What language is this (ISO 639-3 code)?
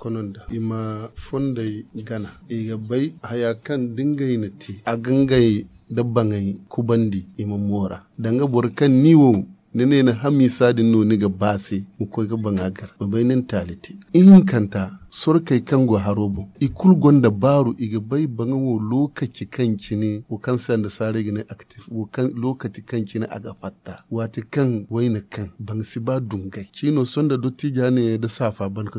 dje